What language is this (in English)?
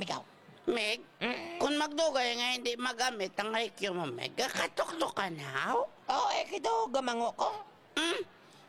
Hiligaynon